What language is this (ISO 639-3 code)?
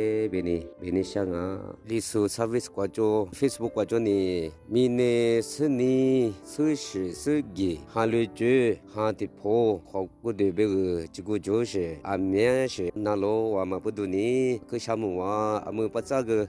lis